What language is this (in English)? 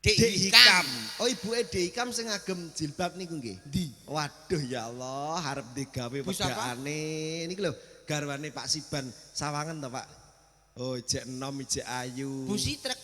Javanese